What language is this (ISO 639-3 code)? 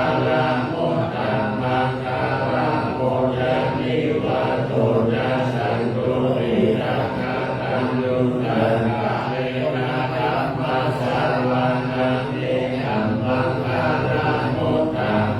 pli